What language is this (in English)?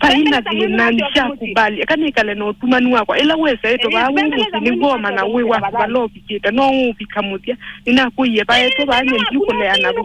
Kamba